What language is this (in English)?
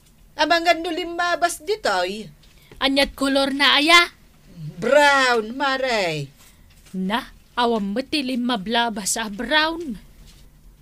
Iloko